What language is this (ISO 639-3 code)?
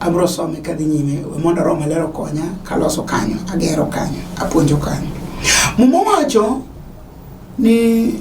luo